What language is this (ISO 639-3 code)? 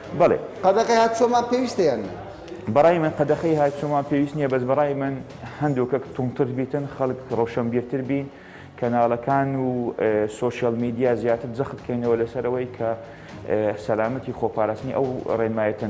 ckb